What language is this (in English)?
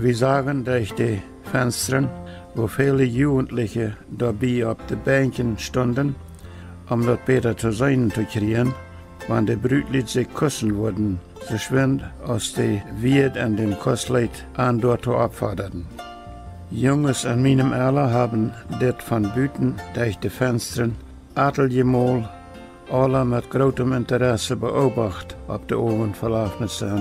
Plautdietsch